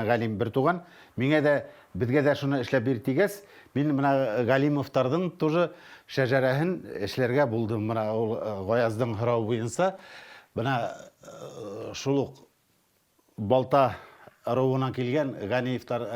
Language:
Bashkir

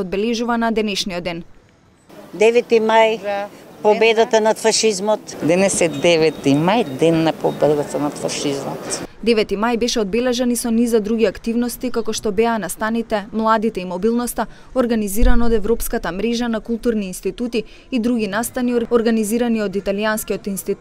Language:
Macedonian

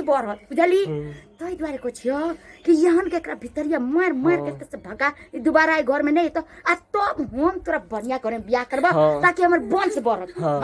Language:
Maithili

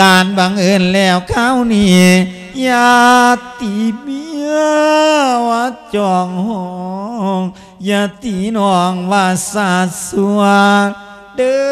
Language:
Lao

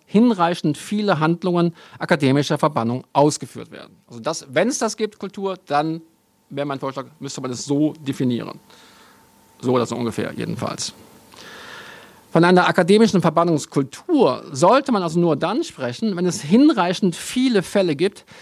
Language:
German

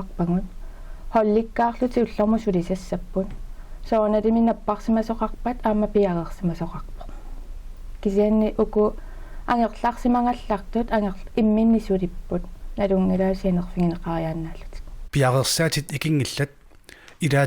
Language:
Kalaallisut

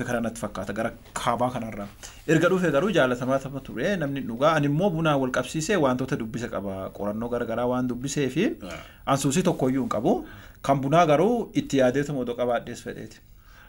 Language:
Oromo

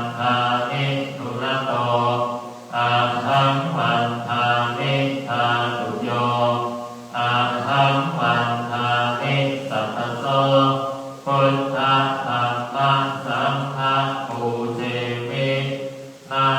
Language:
Pali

